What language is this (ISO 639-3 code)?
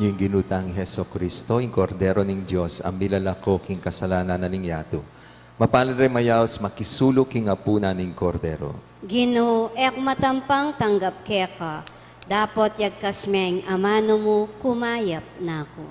pam